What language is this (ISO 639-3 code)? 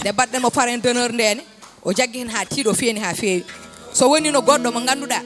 ful